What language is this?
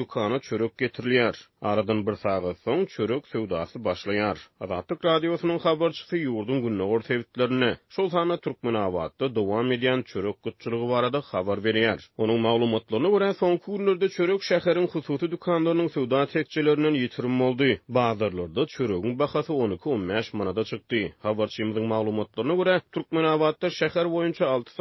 Turkmen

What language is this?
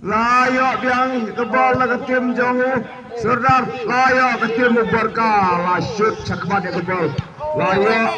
Khasi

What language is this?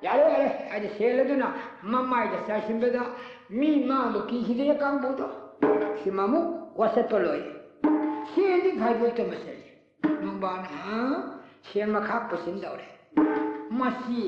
Manipuri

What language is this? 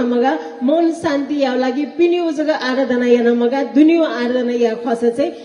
Newari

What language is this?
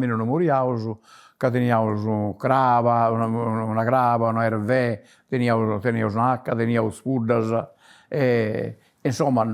Sardinian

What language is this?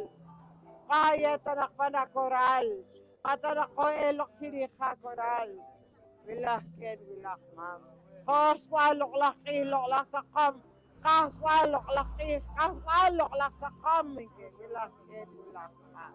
Poqomchi'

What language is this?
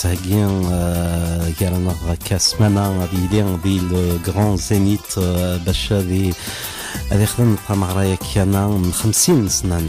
Kabyle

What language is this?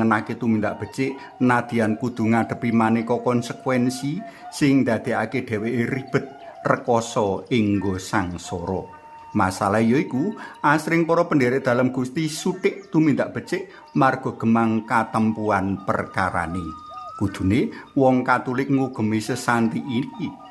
Javanese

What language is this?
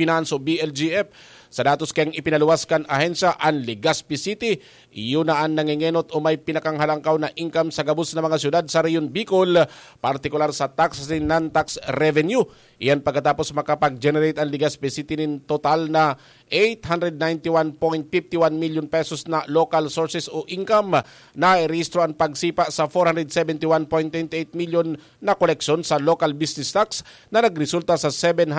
Bikol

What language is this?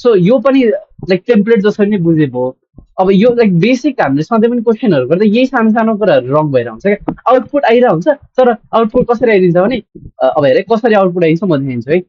Nepali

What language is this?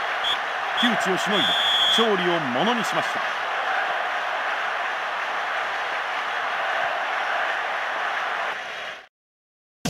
Japanese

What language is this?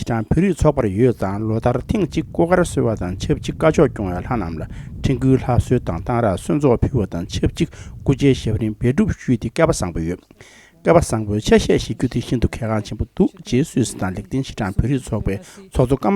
Tibetan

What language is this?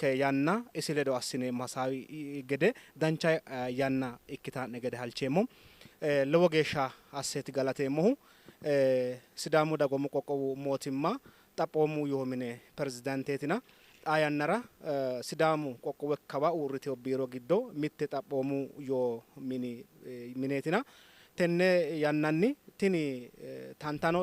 Sidamo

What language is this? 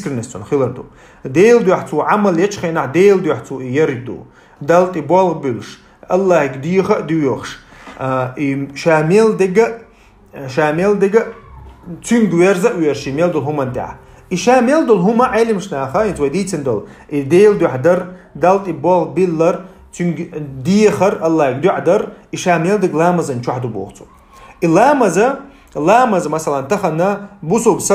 Chechen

